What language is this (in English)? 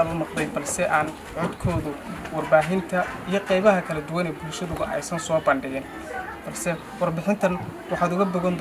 Somali